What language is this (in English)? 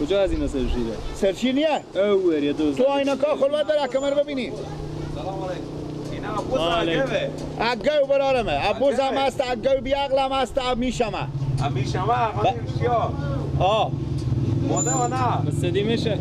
Persian